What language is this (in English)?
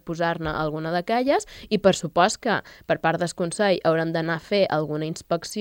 Catalan